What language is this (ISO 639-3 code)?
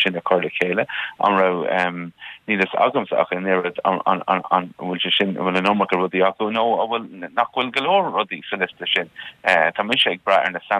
gle